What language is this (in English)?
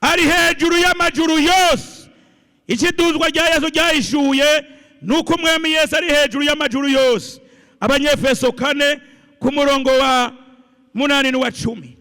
Rundi